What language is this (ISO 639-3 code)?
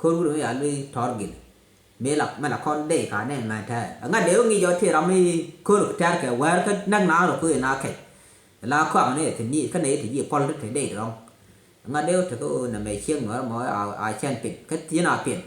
nus